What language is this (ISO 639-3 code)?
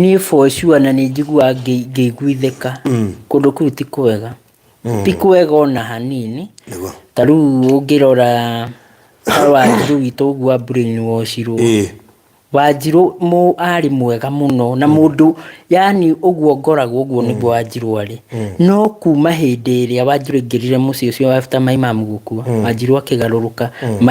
kik